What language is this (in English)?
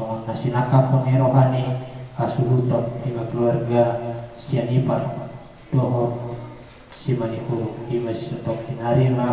Batak Toba